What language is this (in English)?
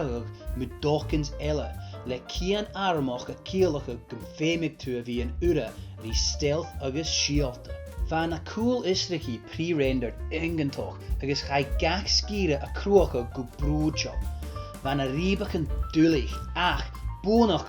Scottish Gaelic